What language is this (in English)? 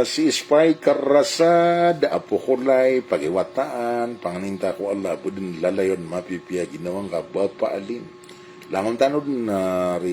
Maranao